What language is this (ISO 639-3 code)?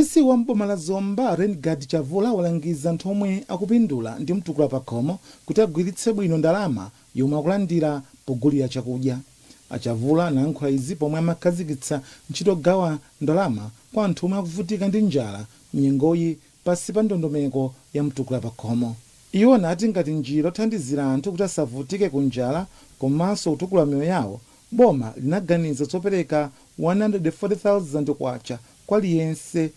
nya